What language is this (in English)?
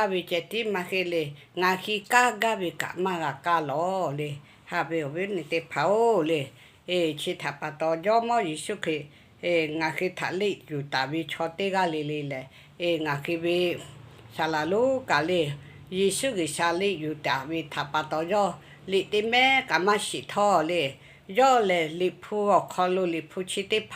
Lahu